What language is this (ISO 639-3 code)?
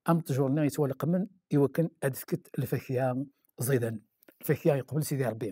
kab